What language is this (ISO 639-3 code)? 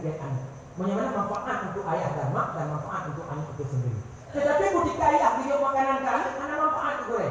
ace